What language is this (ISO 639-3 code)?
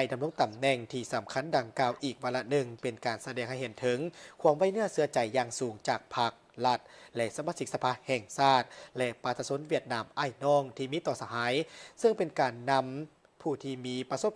lao